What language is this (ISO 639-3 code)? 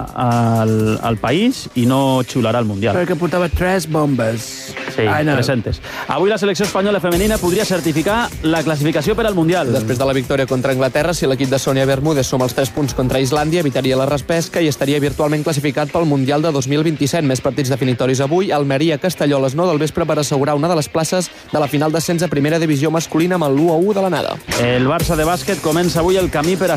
cat